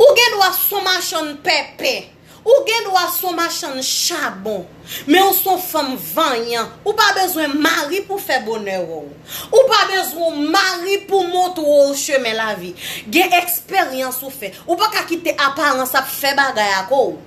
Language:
Haitian Creole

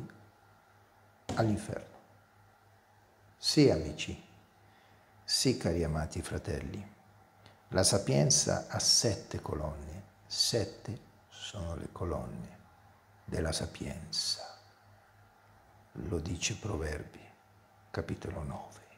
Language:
Italian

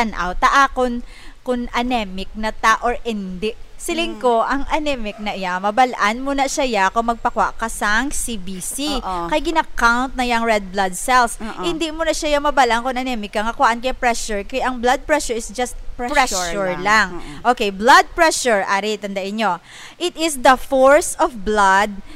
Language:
Hiligaynon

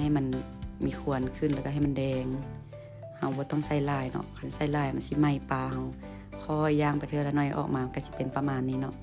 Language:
Lao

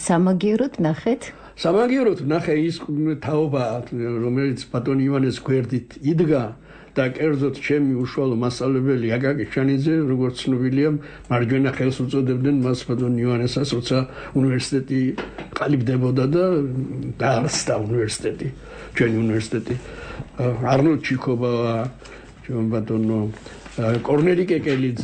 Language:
Georgian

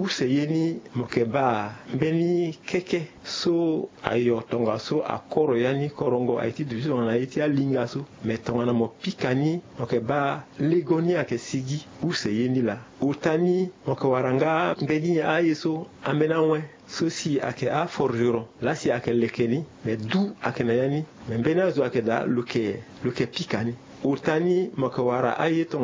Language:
Sango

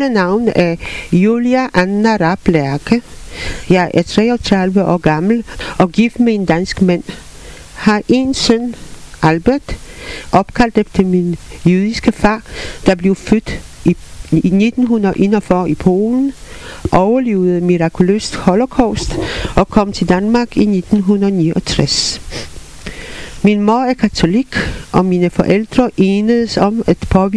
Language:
Danish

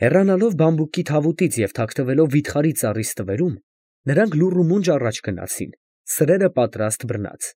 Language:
Armenian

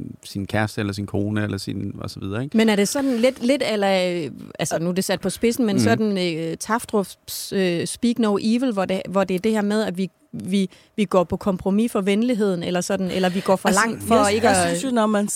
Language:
Danish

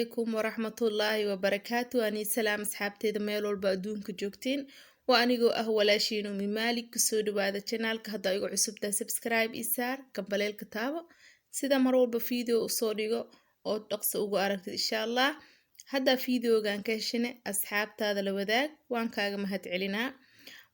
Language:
Somali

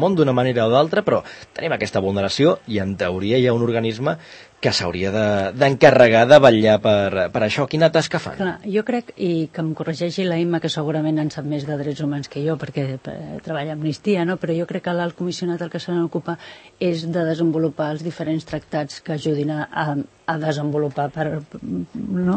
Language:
Catalan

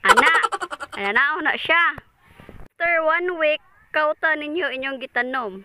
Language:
Cebuano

